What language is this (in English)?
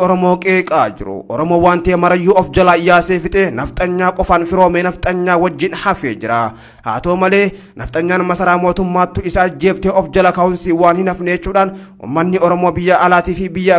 Oromo